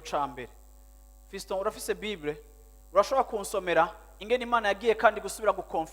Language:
Rundi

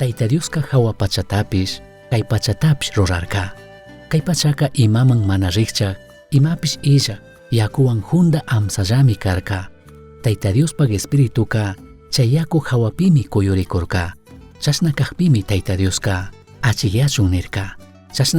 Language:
Chimborazo Highland Quichua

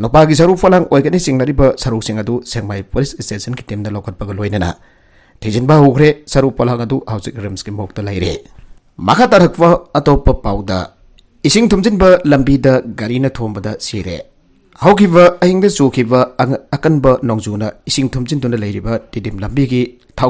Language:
Manipuri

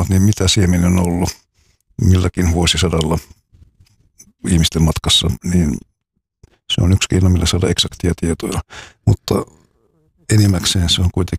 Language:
Finnish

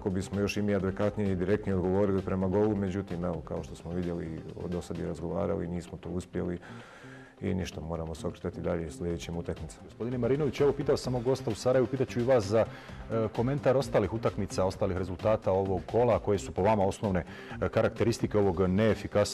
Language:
Bosnian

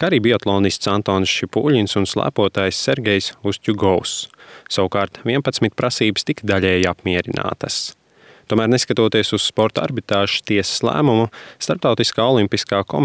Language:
Latvian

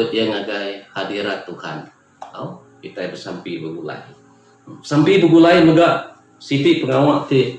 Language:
Iban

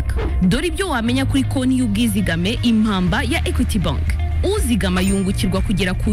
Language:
Kinyarwanda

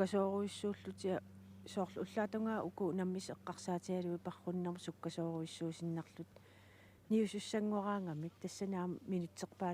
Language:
Kalaallisut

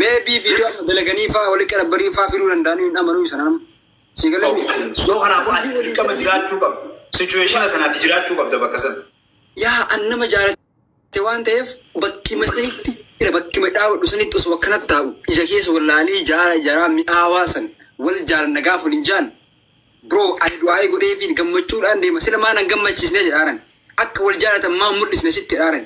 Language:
Oromo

